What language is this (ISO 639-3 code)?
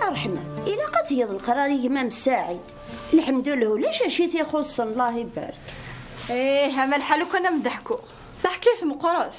kab